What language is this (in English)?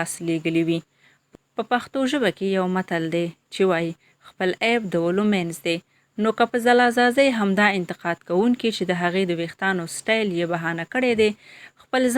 Pashto